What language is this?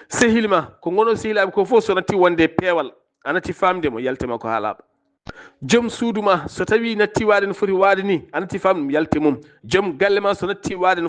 Fula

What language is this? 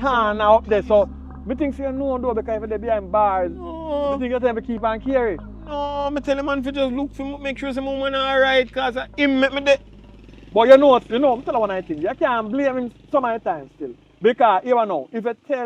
Jamaican Creole English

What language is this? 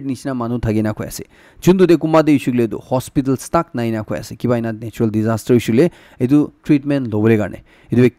Naga Pidgin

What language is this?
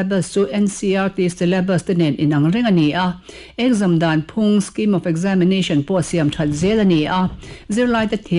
Mizo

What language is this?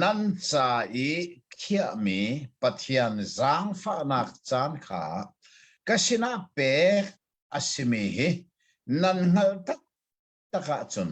Hakha Chin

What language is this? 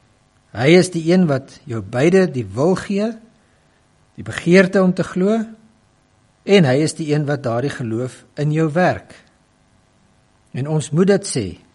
Afrikaans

